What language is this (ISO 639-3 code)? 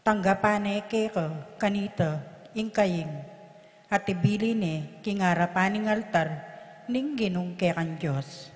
pam